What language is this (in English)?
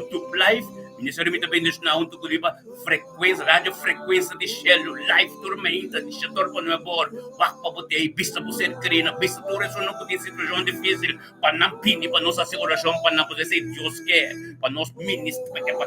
Papiamento